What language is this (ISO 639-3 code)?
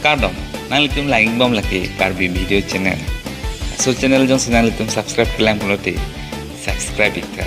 mjw